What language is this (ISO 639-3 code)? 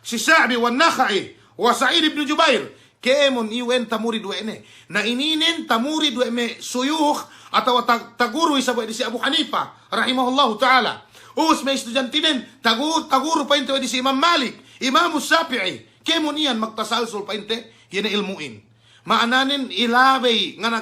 yka